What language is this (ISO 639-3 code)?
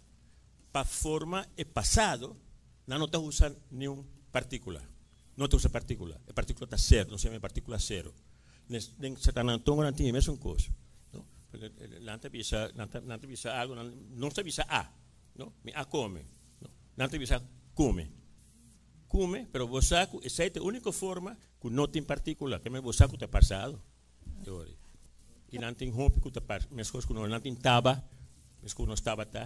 pap